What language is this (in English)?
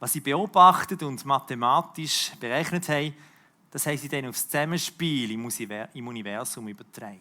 Swiss German